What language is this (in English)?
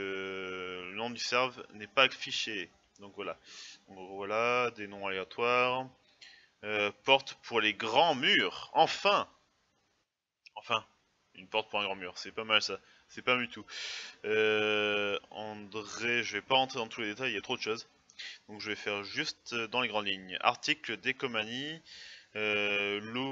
French